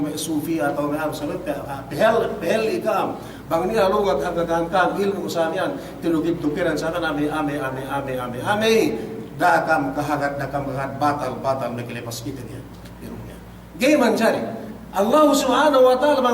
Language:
Yakan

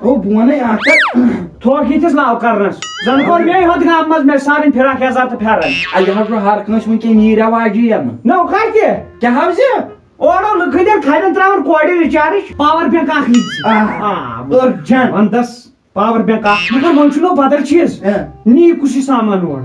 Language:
Kashmiri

